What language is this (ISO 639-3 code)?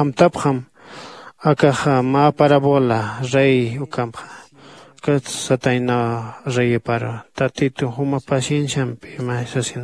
aym